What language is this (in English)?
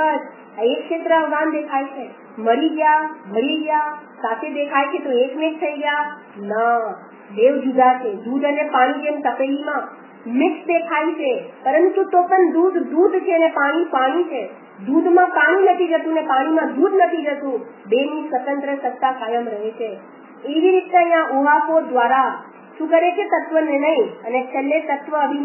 Gujarati